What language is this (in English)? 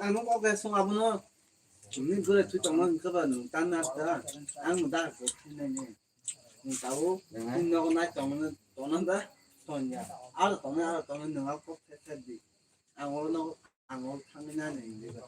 Kok Borok